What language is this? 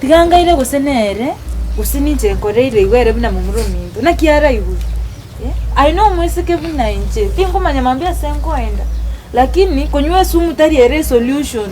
Gusii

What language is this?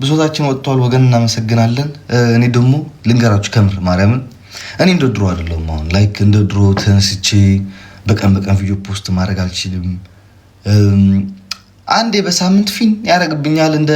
Amharic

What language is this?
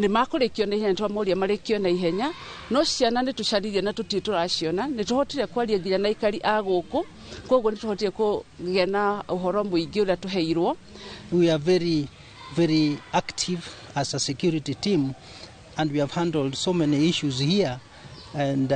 Kikuyu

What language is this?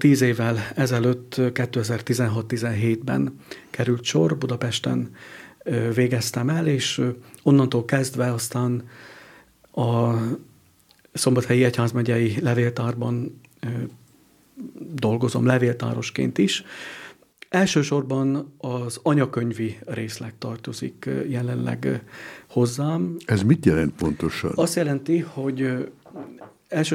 Hungarian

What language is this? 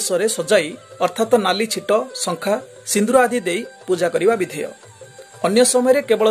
Odia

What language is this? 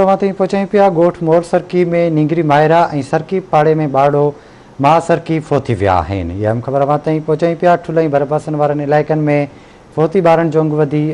Sindhi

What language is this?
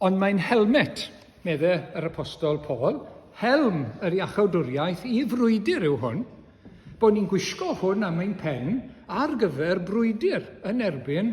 Welsh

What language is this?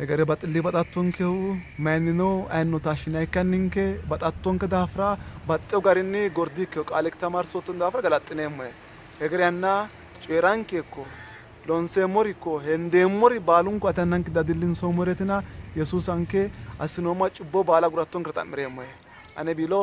Sidamo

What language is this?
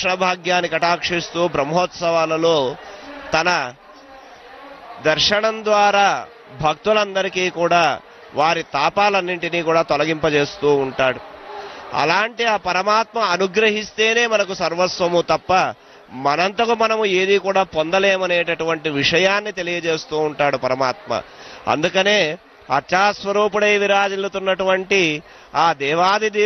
Telugu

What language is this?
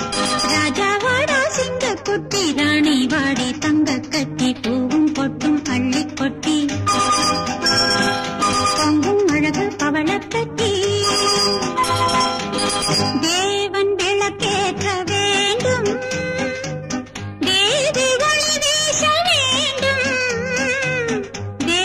Tamil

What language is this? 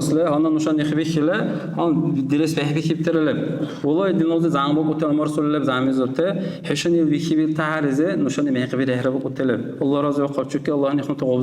Dargwa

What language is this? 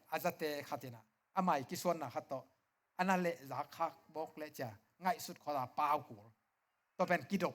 Tedim Chin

